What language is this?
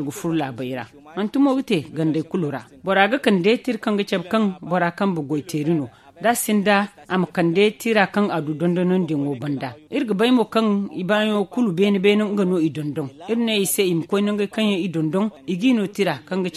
Zarma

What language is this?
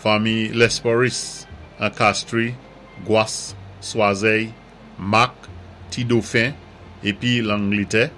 Saint Lucian Creole French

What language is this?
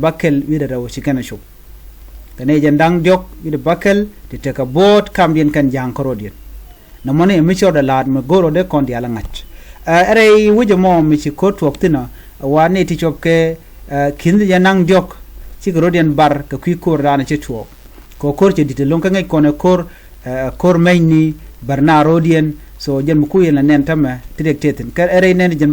Nuer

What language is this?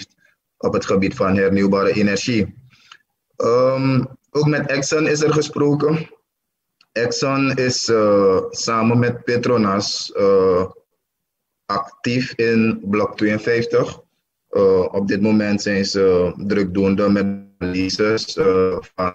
Dutch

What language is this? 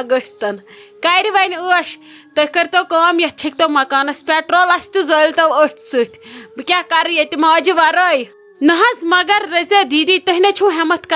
Kashmiri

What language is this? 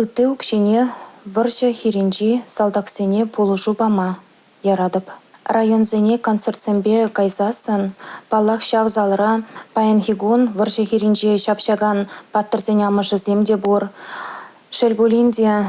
Chuvash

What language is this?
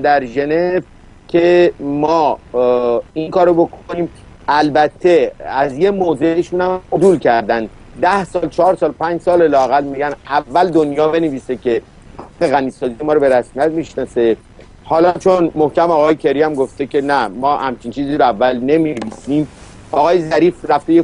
Persian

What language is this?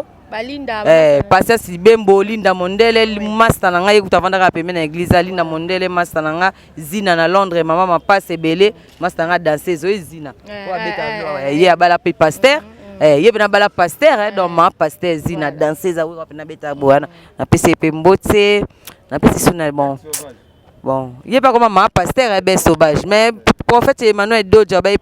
Lingala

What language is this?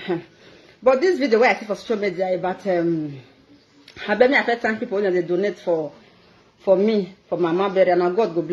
Nigerian Pidgin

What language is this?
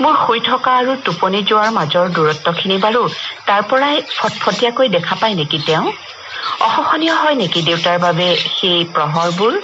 Assamese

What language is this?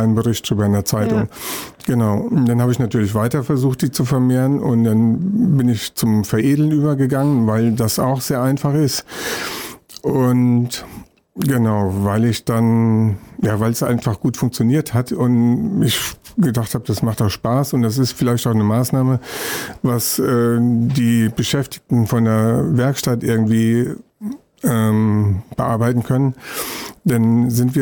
German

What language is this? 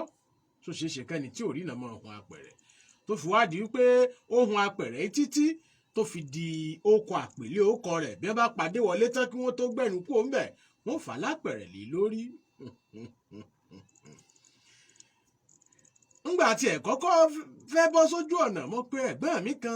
Yoruba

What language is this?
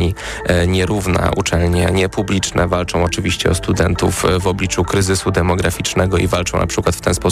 Polish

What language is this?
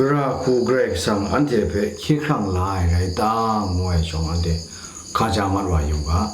Kachin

